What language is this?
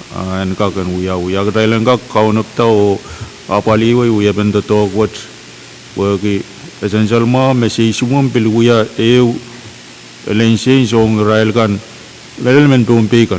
Pohnpeian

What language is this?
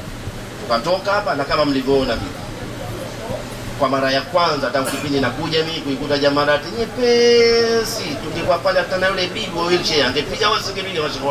Swahili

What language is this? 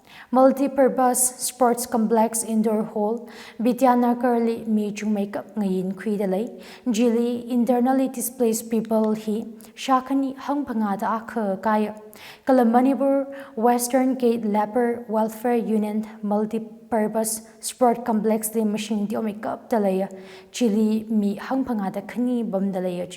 Tangkhul Naga (India)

